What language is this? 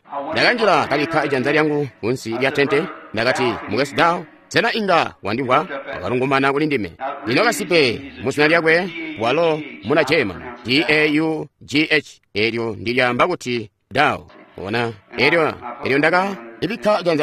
Tonga (Zambia)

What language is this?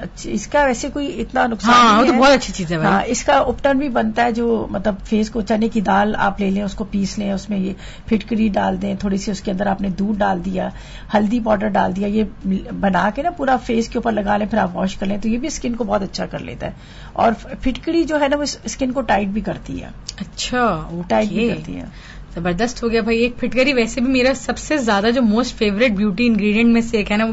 Urdu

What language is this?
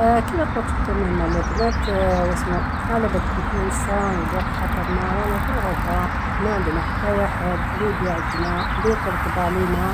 Algerian Arabic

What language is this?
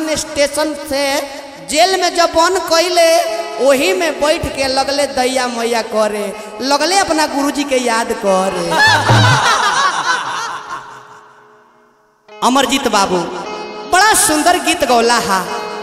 Bhojpuri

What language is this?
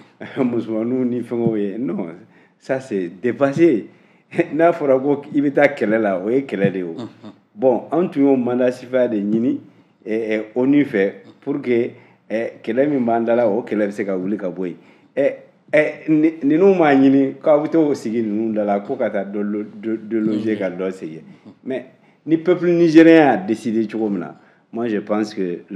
Bambara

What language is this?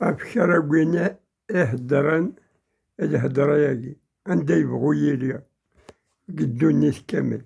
Kabyle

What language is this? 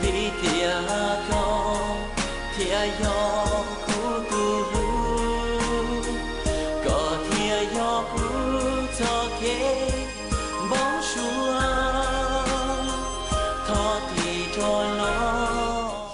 Hmong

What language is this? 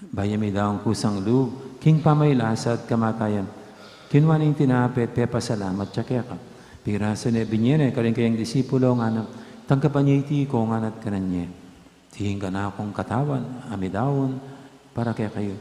Pampanga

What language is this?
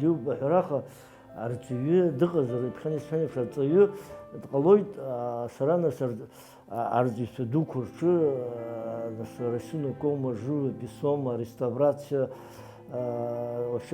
Abkhazian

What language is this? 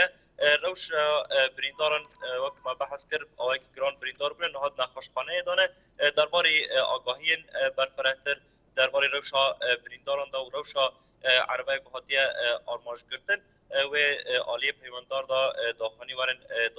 Kurdish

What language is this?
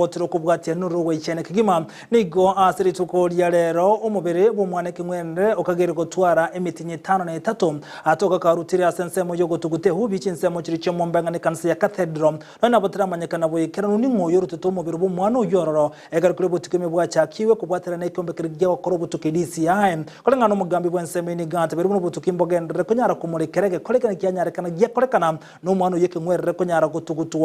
Gusii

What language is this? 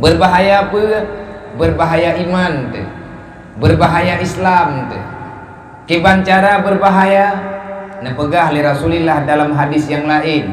Achinese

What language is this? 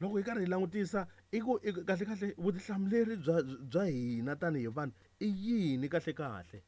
Tsonga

